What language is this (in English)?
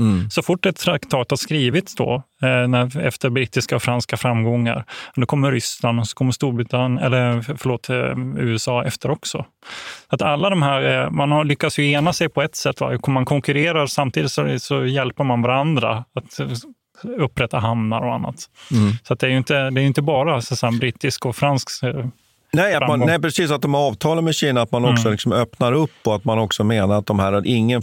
Swedish